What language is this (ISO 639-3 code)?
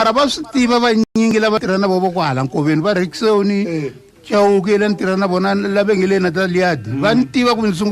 tso